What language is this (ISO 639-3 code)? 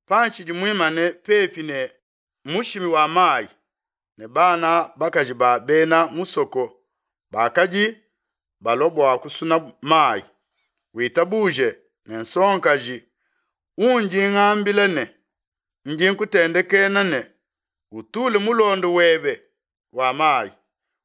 lua